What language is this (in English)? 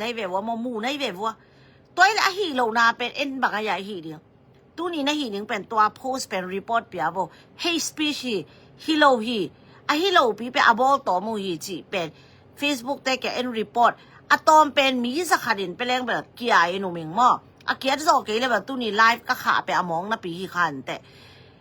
Tedim Chin